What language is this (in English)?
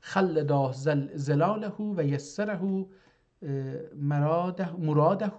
South Azerbaijani